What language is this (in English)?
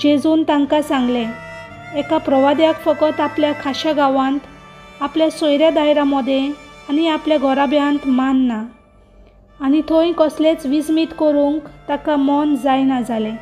Konkani